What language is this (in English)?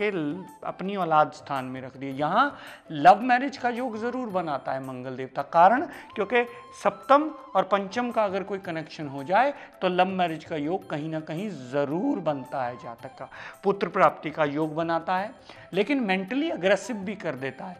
Hindi